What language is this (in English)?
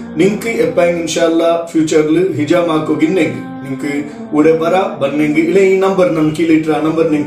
Malayalam